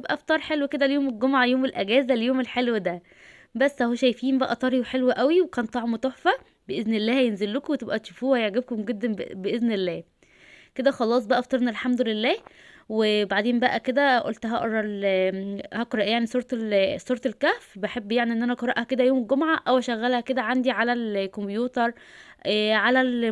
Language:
Egyptian Arabic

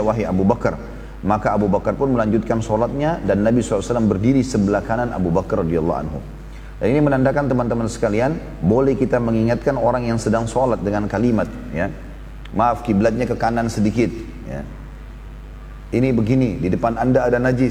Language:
Indonesian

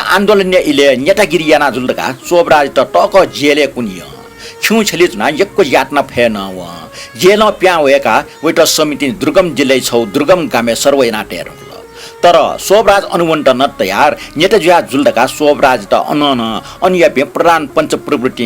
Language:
Newari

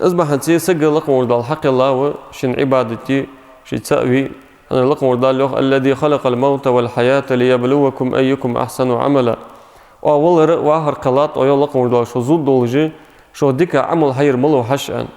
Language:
Ingush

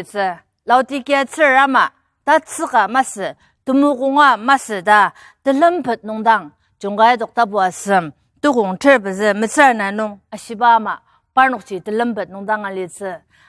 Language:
Ao Naga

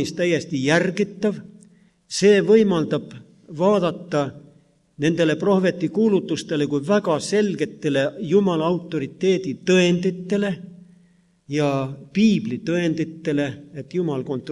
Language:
Estonian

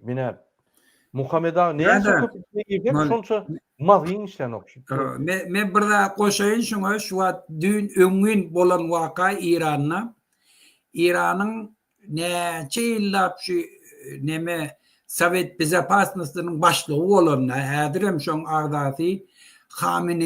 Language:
Turkmen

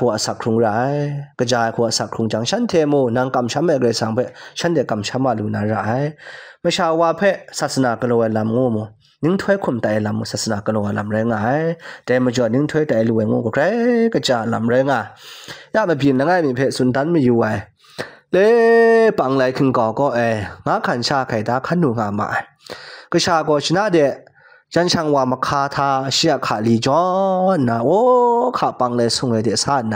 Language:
Kachin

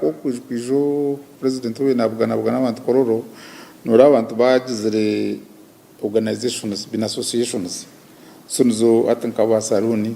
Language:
Nyankole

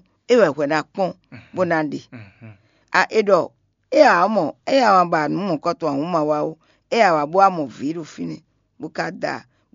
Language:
Fon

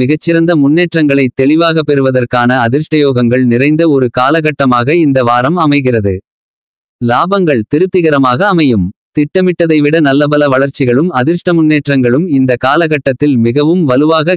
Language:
Tamil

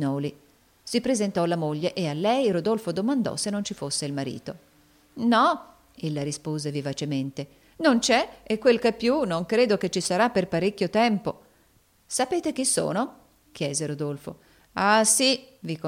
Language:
Italian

